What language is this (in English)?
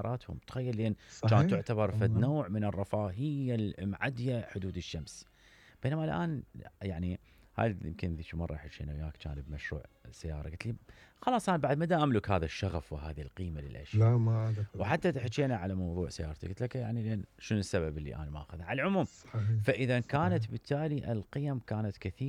Mesopotamian Arabic